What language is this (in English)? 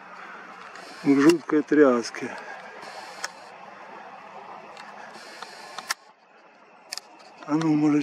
Russian